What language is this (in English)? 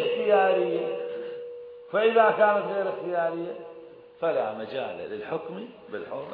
Arabic